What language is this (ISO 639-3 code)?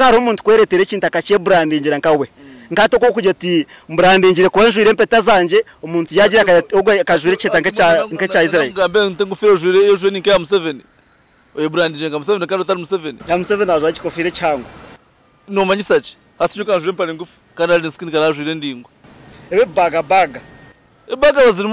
nyn